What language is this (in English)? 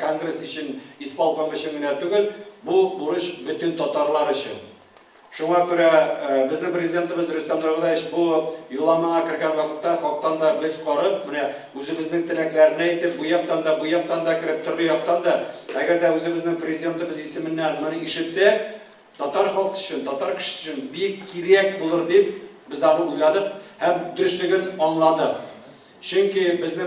Tatar